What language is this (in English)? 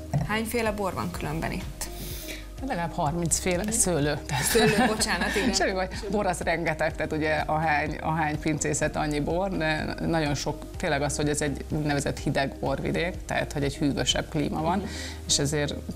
Hungarian